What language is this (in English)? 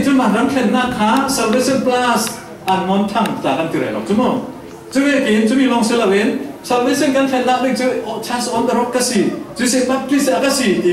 Falam Chin